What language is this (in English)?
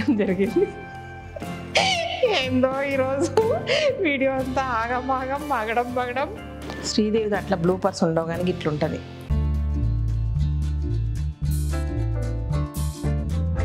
Telugu